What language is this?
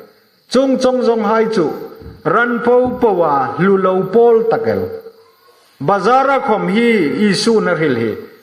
Hmar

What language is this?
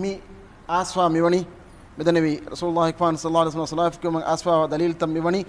Divehi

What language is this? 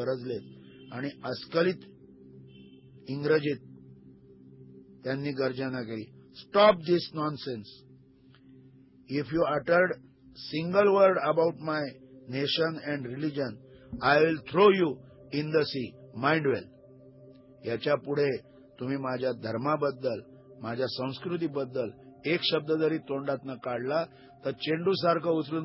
Marathi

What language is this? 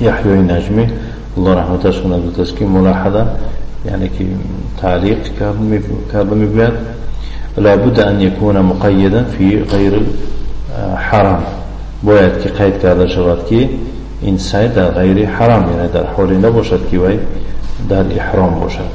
Tajik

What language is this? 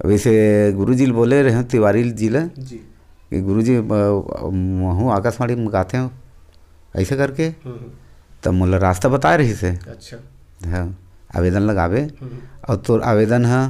Chhattisgarhi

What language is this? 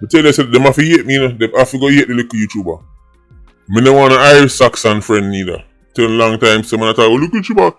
Jamaican Creole English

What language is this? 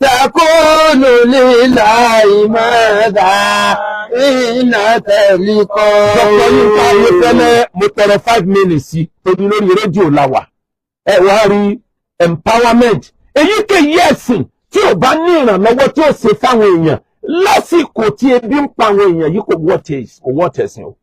Yoruba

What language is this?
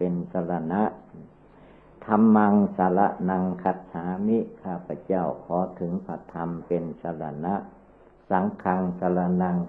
Thai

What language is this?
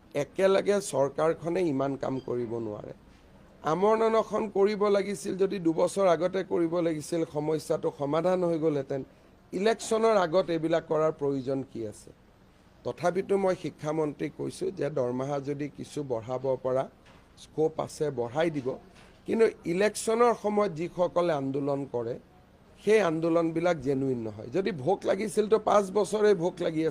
Assamese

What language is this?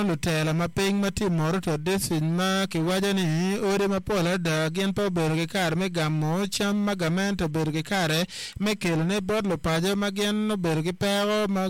Acoli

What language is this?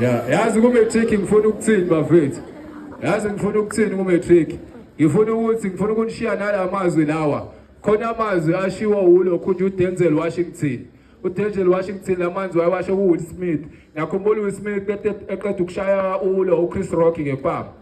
Zulu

